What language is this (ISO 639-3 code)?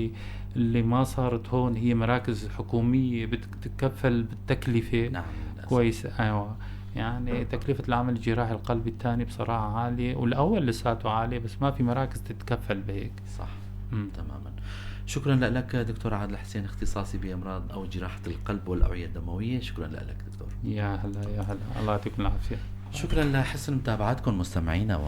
apc